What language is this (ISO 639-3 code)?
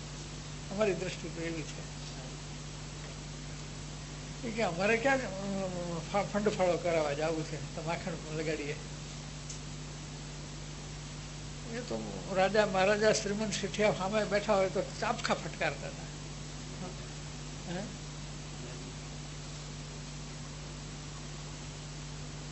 guj